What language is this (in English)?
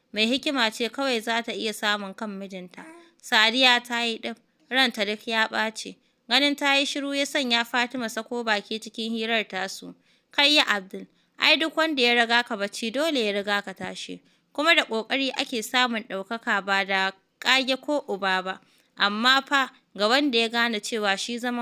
Hausa